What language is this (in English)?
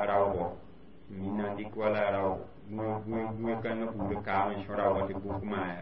Mossi